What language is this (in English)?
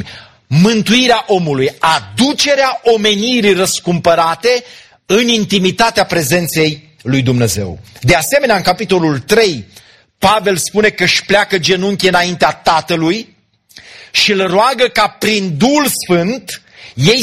Romanian